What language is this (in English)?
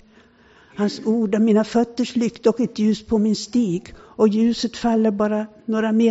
Swedish